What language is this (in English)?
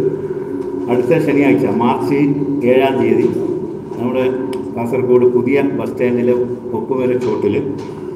Malayalam